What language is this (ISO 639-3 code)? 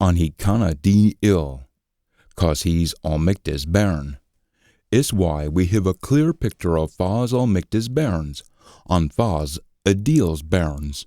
sco